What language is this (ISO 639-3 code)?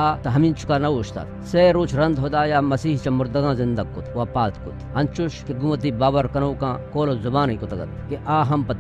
bal